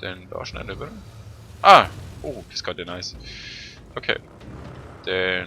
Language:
Swiss German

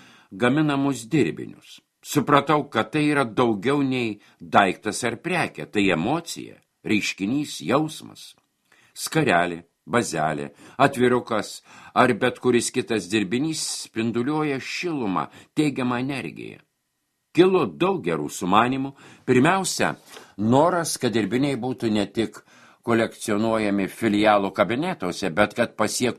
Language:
Lithuanian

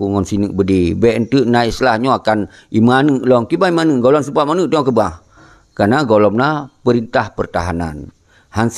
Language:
Achinese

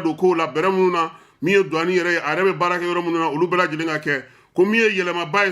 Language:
Bambara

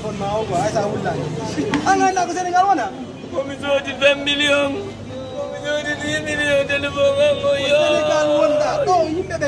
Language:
Fula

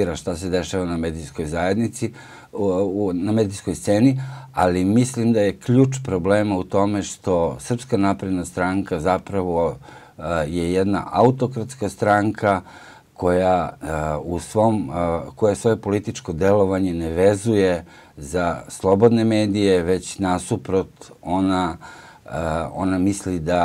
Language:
Serbian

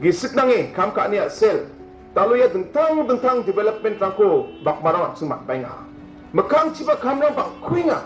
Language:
Garo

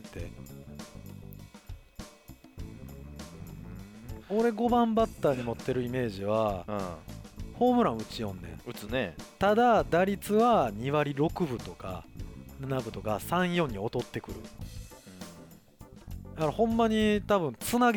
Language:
Japanese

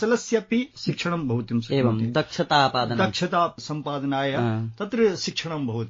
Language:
Sanskrit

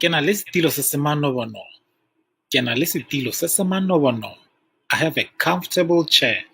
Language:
Tswana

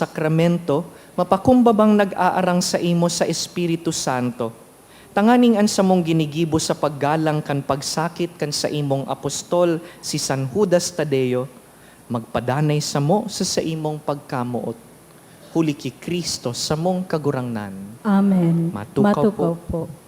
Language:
Bikol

